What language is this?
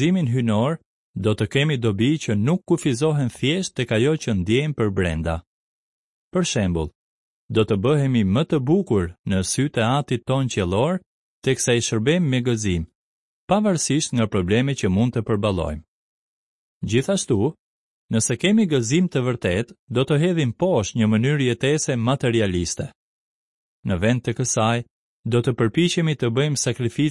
Albanian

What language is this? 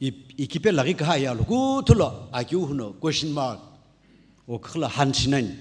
Sumi Naga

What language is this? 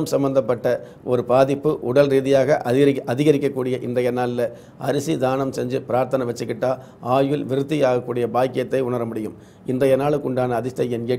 Tamil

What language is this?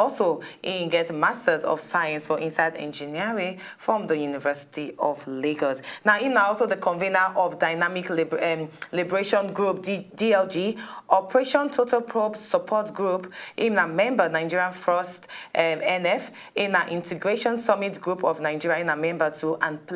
Nigerian Pidgin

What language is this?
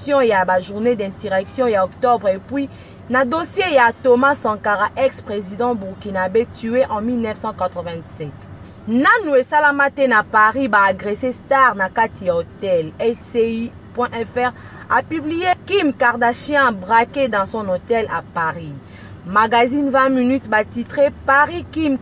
Lingala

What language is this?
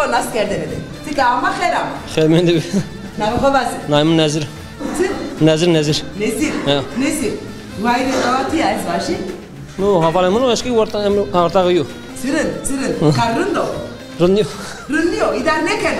Zaza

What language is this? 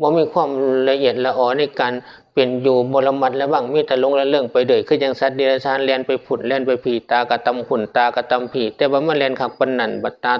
Northeastern Thai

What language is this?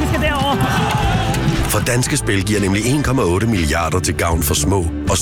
Danish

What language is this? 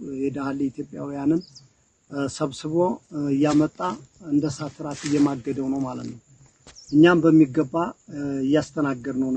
Amharic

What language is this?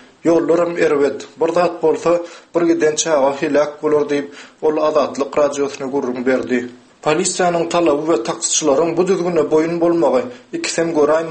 Turkmen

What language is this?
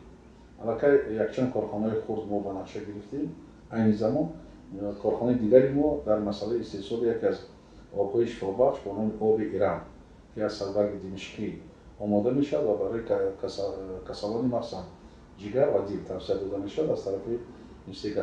Tajik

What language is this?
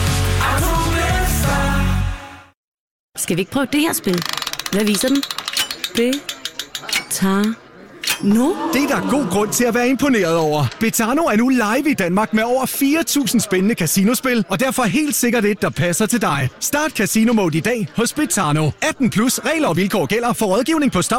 Danish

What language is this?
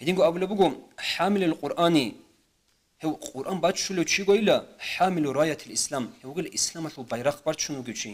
Avaric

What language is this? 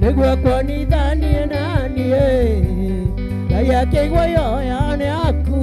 Meru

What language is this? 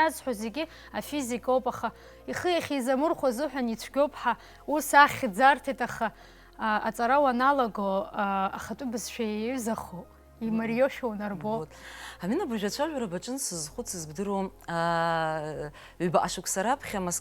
Abkhazian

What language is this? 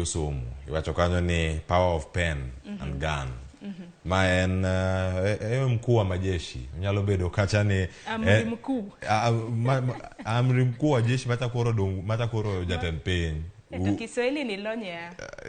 Luo (Kenya and Tanzania)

